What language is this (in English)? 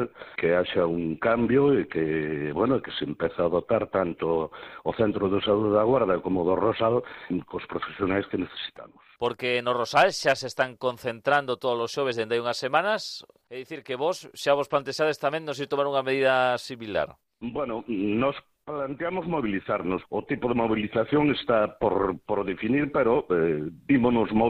Galician